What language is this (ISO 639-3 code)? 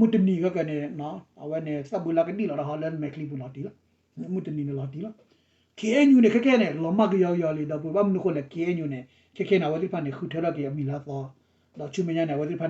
ksw